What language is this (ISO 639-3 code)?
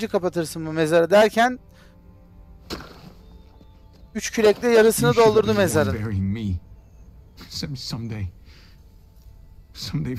tur